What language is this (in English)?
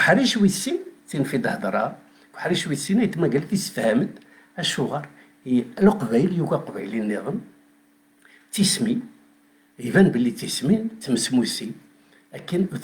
Kabyle